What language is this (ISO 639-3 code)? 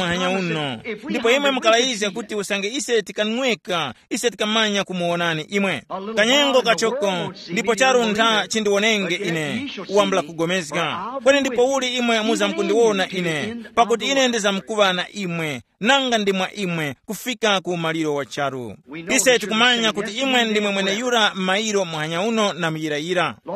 tum